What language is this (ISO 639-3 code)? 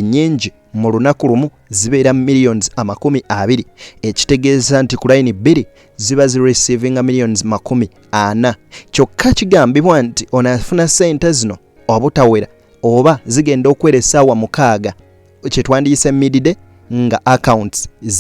lug